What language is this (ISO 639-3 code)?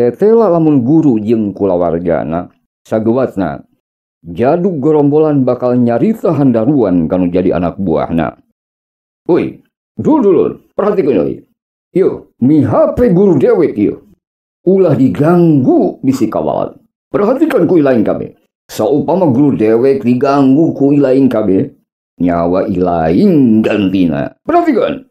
sun